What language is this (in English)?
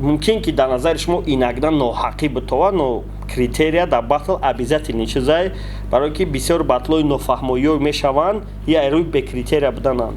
Tajik